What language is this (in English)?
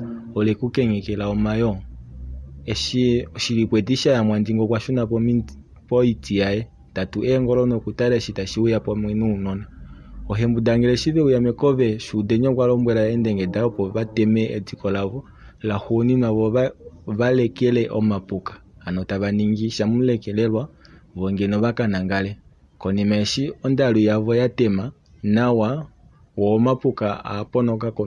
Kuanyama